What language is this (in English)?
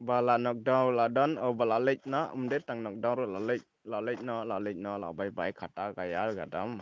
Khasi